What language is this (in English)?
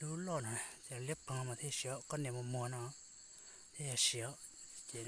Hmong